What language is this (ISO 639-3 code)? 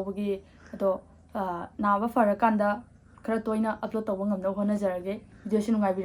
mni